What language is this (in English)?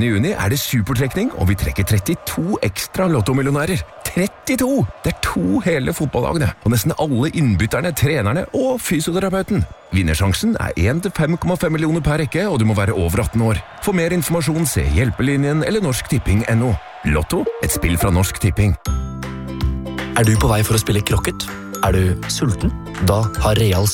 Norwegian